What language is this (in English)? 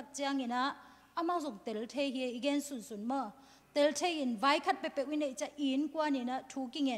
Tedim Chin